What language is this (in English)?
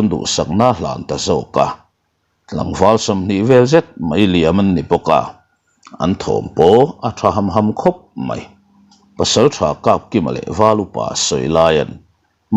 Mizo